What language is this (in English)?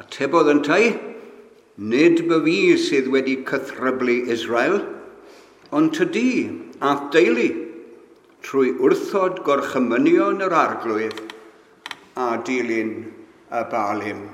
Welsh